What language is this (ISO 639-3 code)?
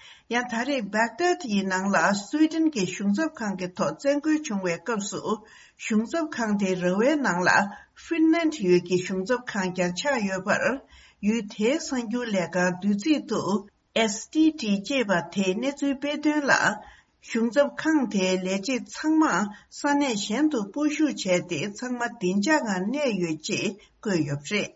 bod